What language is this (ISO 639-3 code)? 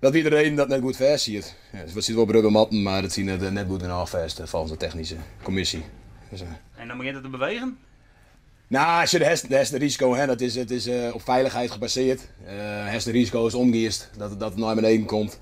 fry